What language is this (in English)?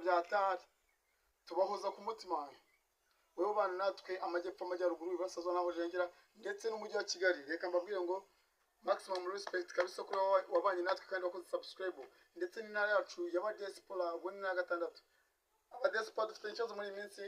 Kinyarwanda